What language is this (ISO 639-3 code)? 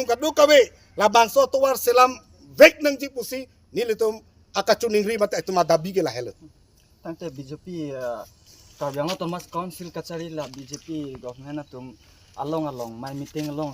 mjw